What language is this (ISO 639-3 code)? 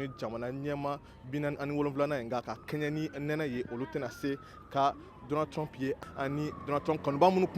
bam